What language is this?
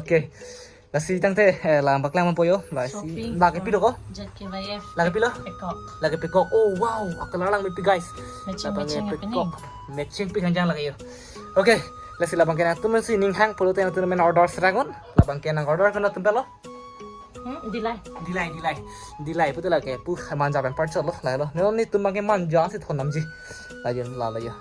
Karbi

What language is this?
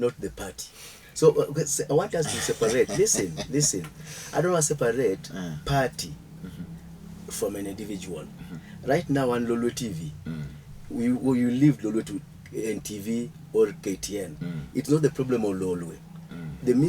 Luo (Kenya and Tanzania)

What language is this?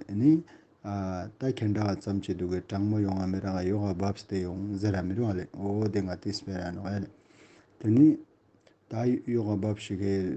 Ladakhi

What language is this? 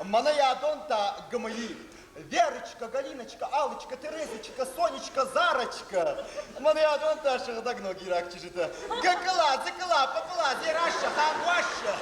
Ossetic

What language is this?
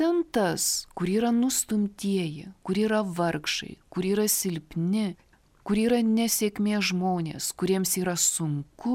Lithuanian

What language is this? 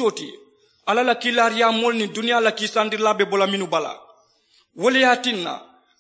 Mandingo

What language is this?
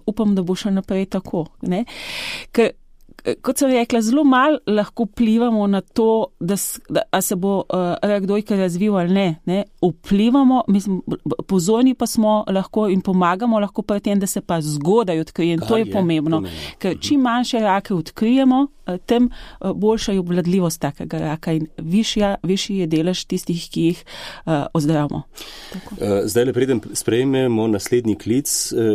Slovenian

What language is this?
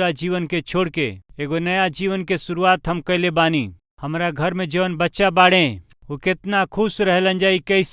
Bhojpuri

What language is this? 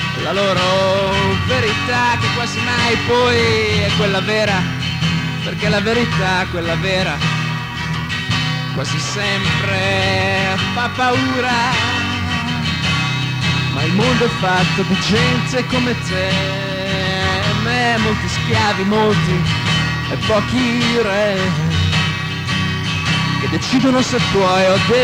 Italian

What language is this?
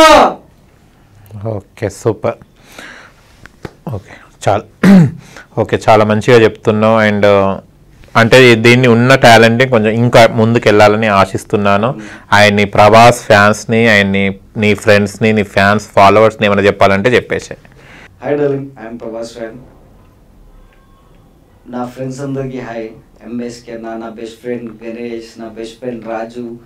Telugu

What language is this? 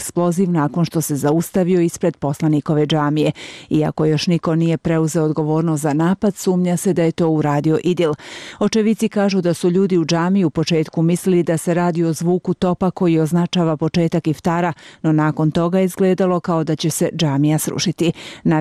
Serbian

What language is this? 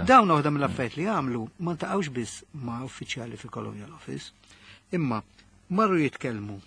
Maltese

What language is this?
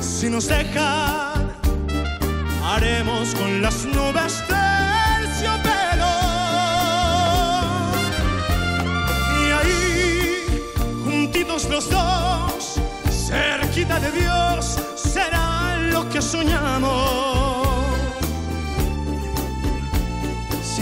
Spanish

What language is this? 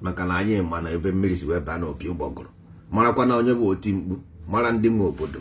Igbo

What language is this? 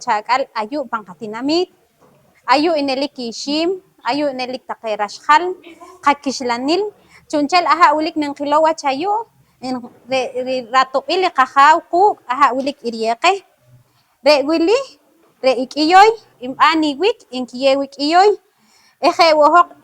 Poqomchi'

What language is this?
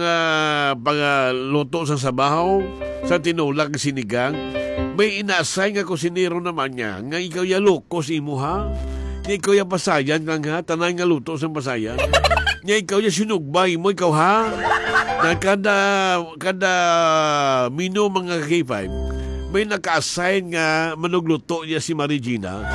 Hiligaynon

